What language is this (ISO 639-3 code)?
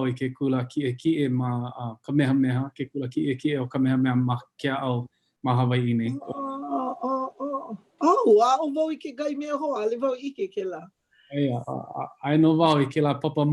haw